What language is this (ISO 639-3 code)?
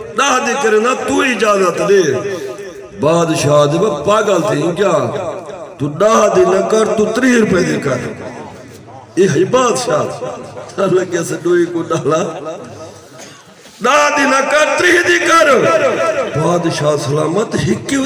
skr